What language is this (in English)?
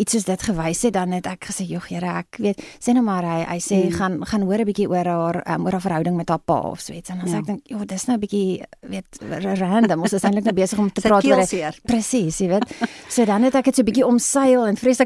Afrikaans